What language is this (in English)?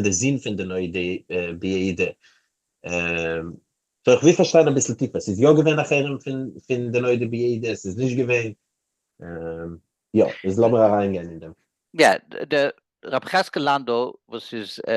Yiddish